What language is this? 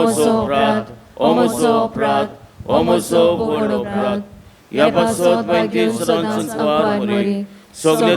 Konkani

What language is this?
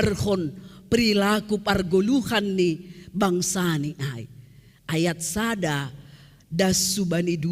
Batak Simalungun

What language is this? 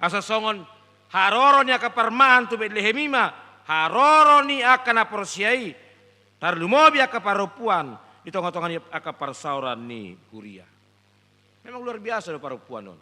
Batak Toba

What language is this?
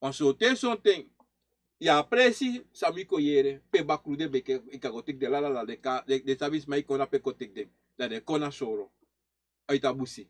Sranan Tongo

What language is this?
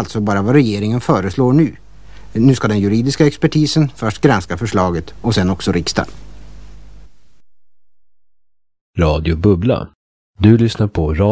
Swedish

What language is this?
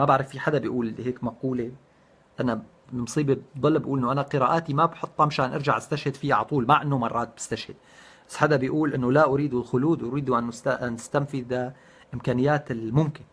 North Levantine Arabic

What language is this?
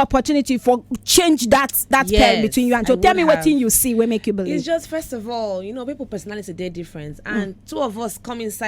Nigerian Pidgin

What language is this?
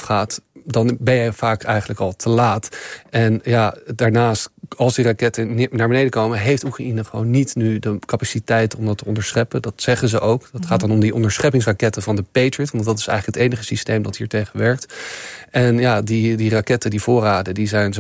Dutch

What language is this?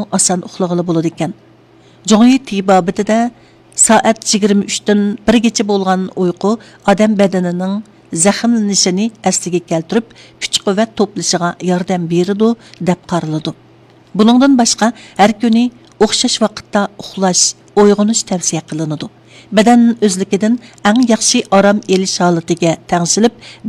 Uyghur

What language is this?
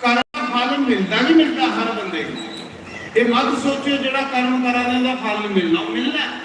Dogri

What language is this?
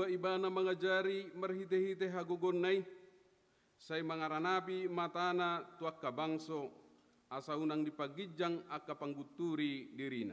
Batak Toba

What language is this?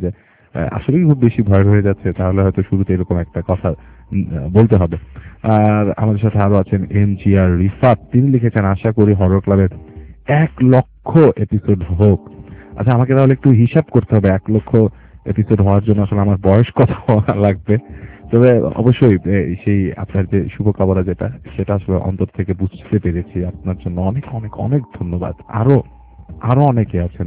Bangla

